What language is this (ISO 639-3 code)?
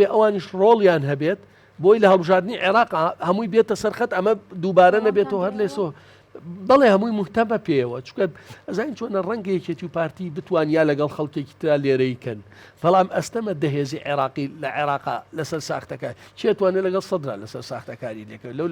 ckb